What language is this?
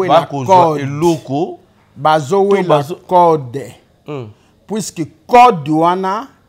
Lingala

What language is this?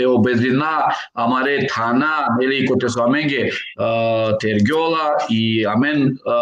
Balkan Romani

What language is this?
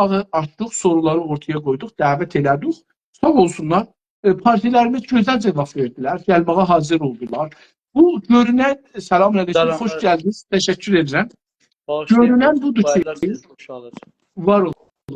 South Azerbaijani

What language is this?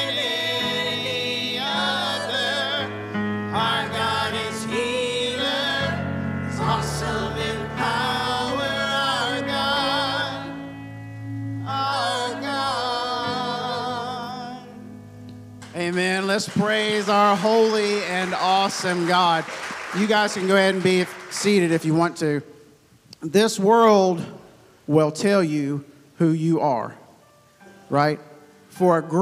English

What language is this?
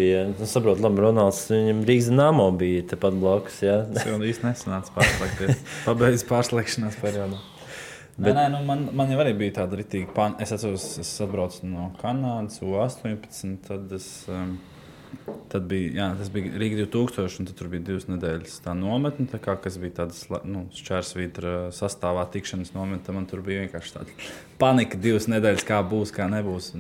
Latvian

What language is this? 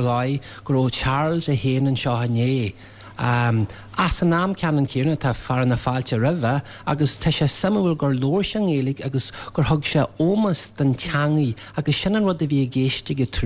Irish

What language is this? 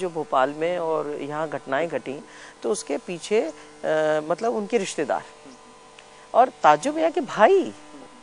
Hindi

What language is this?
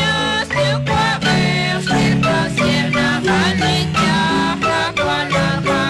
Kekchí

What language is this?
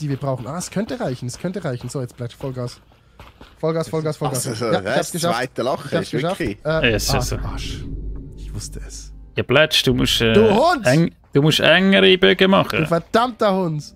Swiss German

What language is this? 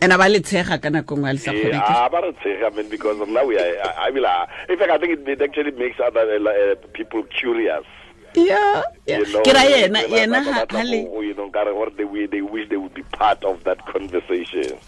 Tswana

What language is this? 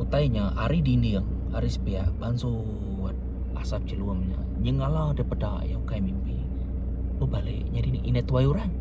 Iban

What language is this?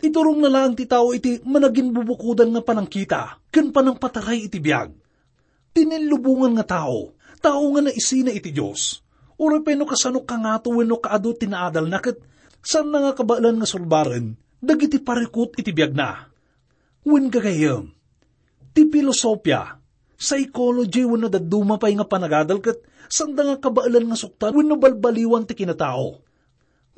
Iloko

